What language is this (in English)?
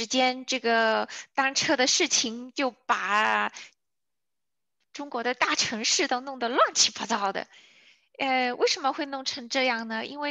Chinese